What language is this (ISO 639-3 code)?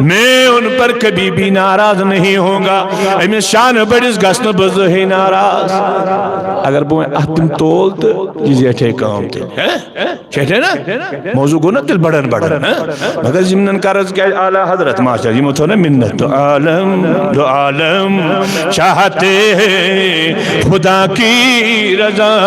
kas